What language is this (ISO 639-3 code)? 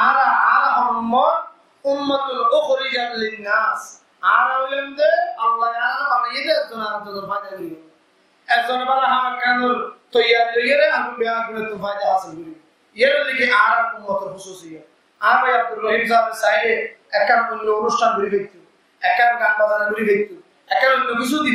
rhg